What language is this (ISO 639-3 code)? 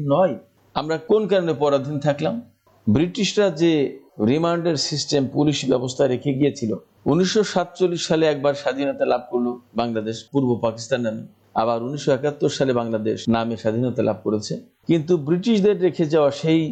ben